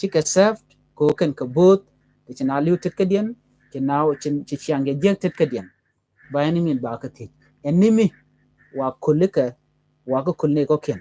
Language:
Nuer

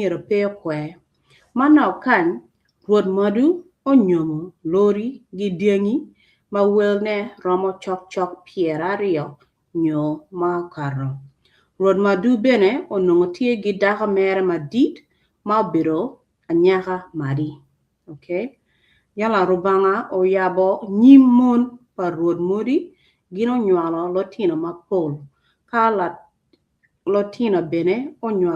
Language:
Acoli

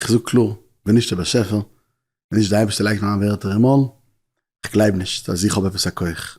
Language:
Yiddish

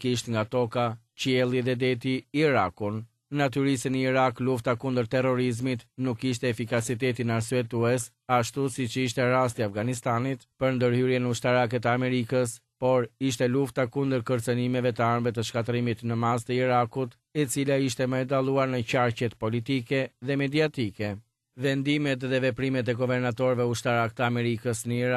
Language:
Albanian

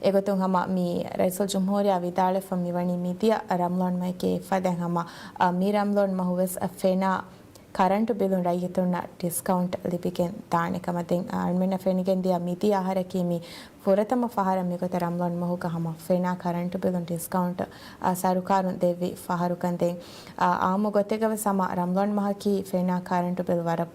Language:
Divehi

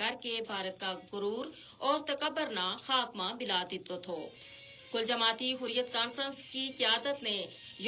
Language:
Gujari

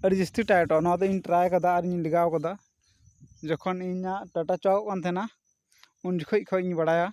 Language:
Santali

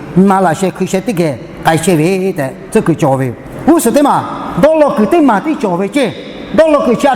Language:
Lahu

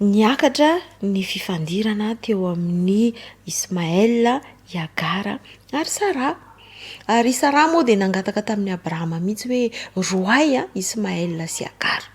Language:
Malagasy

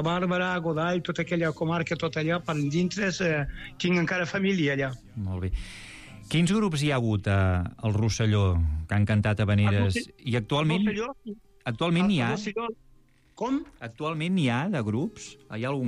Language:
Catalan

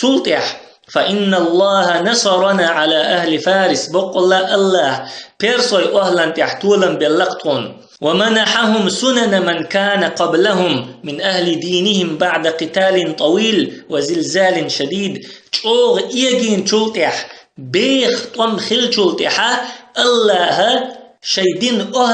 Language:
Chechen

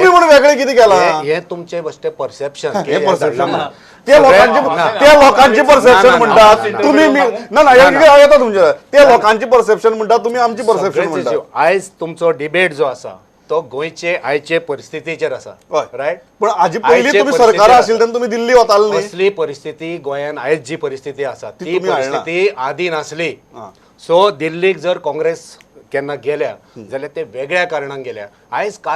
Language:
Konkani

